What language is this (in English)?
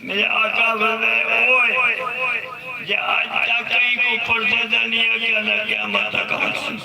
Saraiki